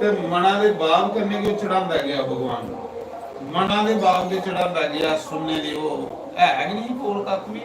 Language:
Dogri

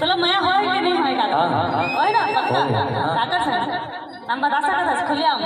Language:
Chhattisgarhi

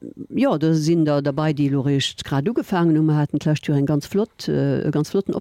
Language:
Luxembourgish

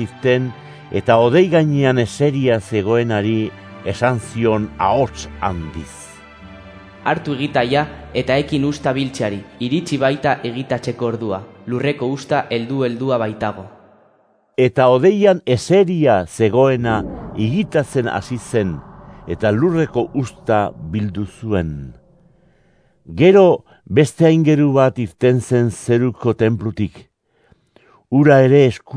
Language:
Basque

